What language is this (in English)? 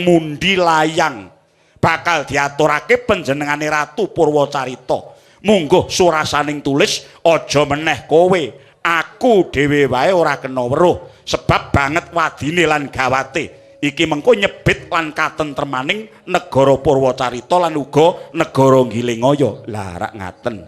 Javanese